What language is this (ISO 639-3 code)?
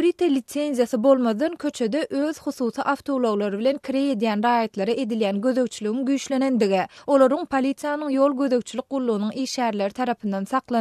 tuk